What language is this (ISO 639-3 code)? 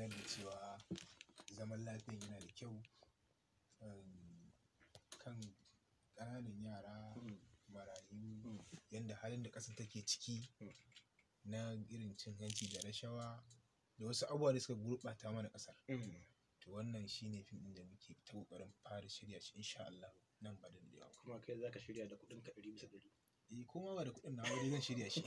hau